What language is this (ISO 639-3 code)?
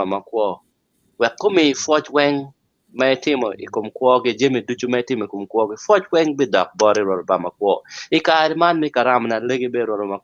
ach